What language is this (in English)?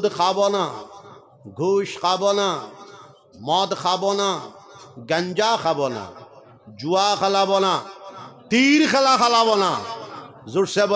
Sylheti